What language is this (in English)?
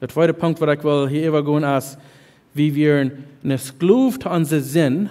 Plautdietsch